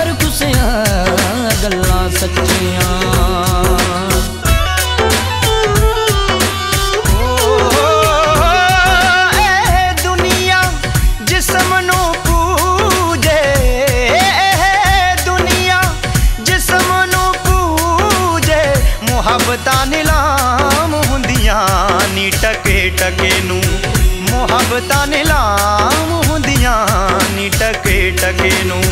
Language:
Punjabi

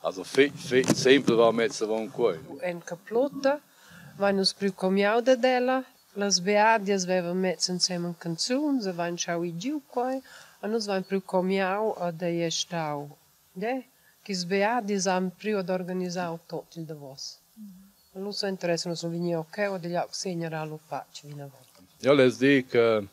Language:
Romansh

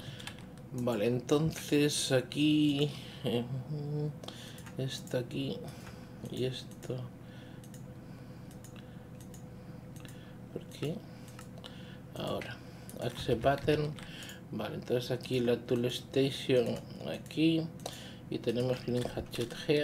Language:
Spanish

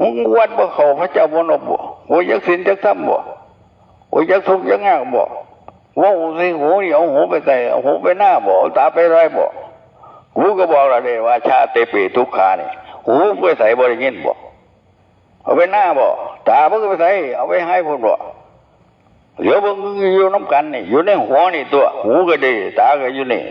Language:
Northeastern Thai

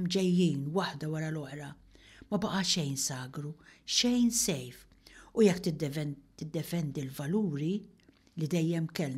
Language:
Maltese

